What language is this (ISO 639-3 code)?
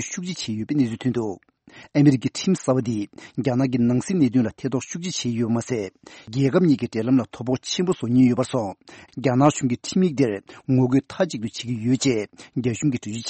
bod